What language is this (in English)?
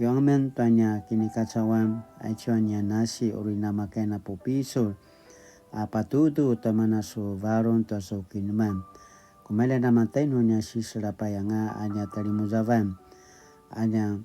Paiwan